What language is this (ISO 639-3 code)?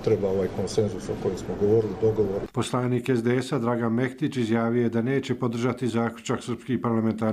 bos